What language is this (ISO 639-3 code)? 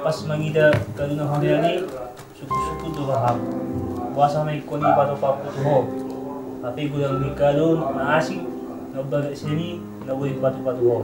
bbc